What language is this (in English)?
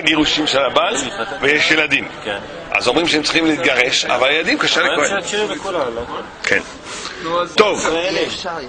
Hebrew